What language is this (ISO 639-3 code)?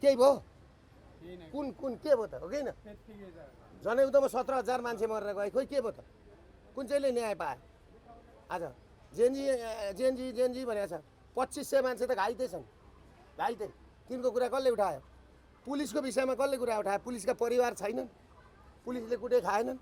nep